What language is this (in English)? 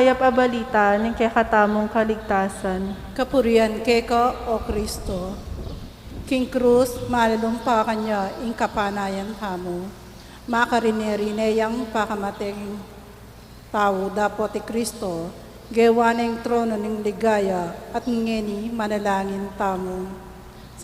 Pampanga